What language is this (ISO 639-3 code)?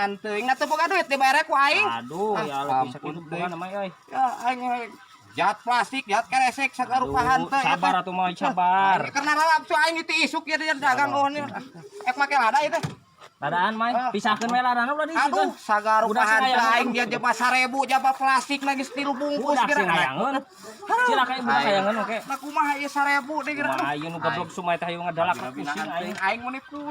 sun